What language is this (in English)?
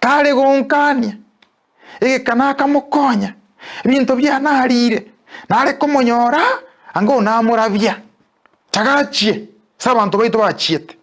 Gusii